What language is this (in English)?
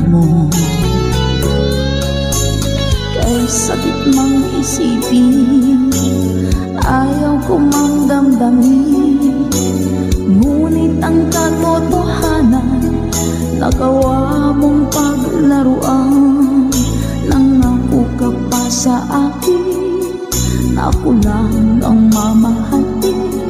Filipino